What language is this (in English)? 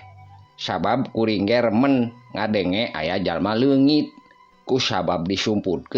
Sundanese